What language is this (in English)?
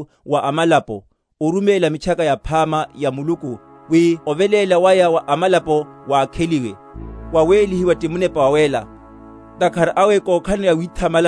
Makhuwa